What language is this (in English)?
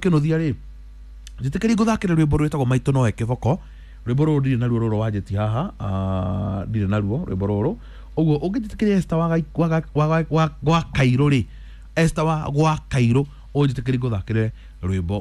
Kikuyu